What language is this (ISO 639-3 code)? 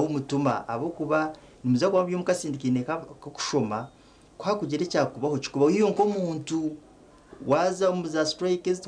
nyn